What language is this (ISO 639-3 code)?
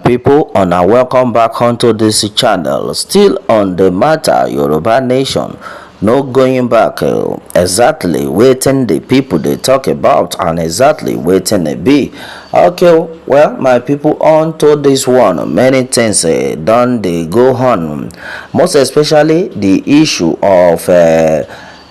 pcm